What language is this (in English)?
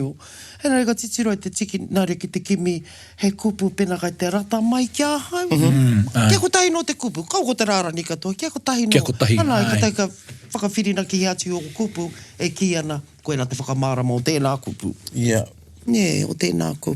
Māori